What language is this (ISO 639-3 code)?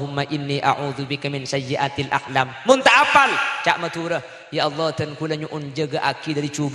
mad